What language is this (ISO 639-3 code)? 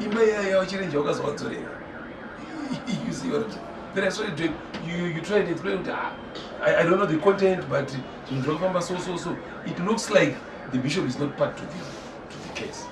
sna